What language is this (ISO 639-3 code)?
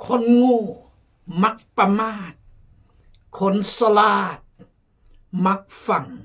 kjg